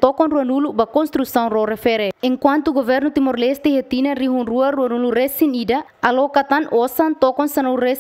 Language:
Tetum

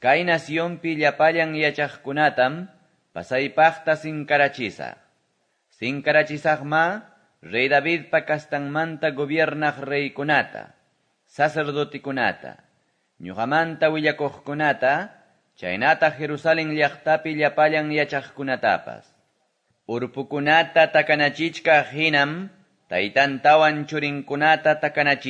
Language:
Quechua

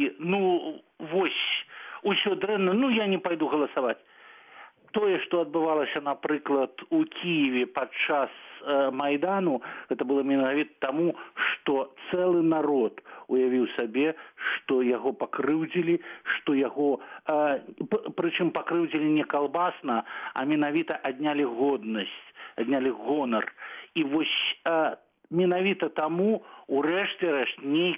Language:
Belarusian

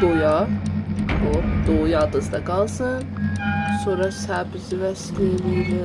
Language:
South Azerbaijani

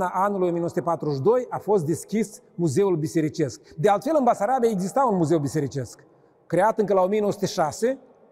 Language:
Romanian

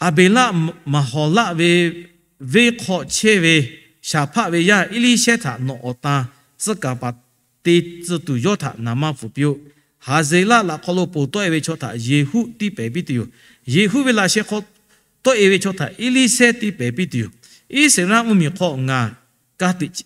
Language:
Lahu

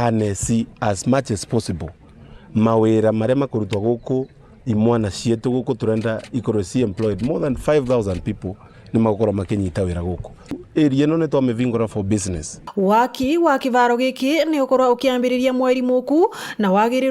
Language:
Meru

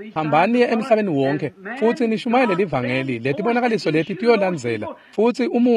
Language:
Swati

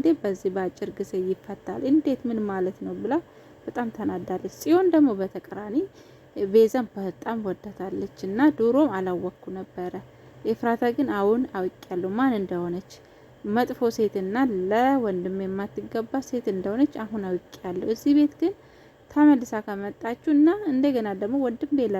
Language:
Amharic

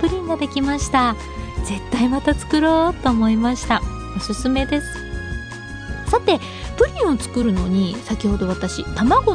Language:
Japanese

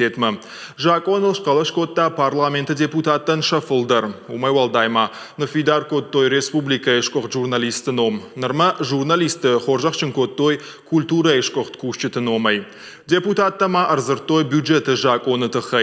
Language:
Ossetic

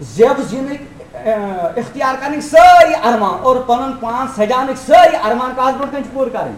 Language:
Kashmiri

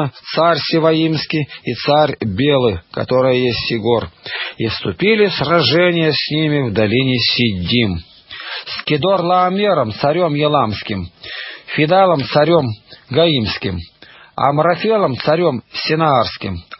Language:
Russian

